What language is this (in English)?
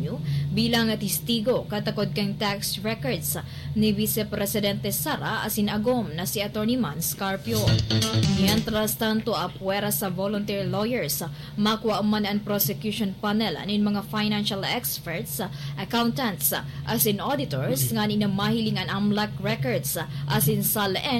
Bikol